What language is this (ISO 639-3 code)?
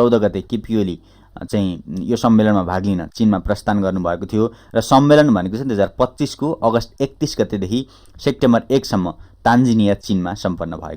nep